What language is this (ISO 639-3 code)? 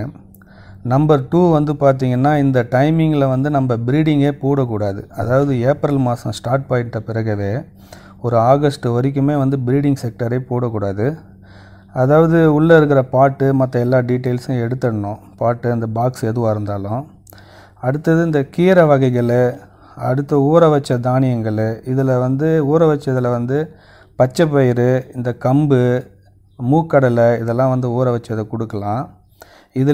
tam